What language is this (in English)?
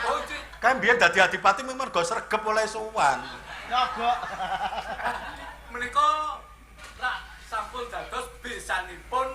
Javanese